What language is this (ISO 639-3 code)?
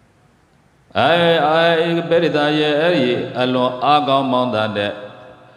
mya